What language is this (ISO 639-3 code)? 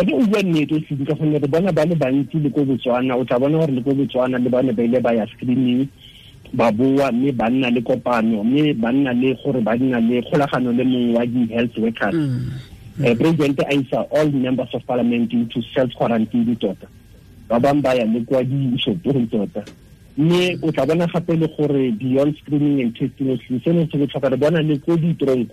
tsn